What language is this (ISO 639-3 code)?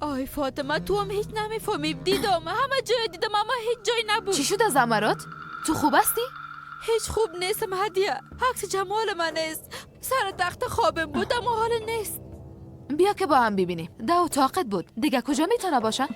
fas